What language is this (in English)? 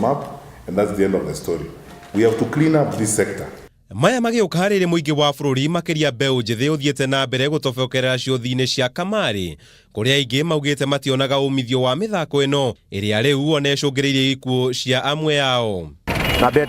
Kikuyu